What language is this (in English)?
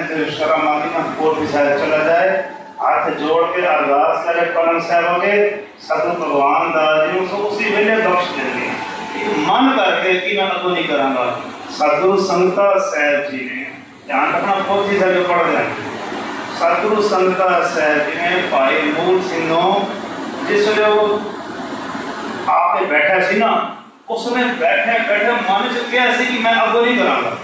Punjabi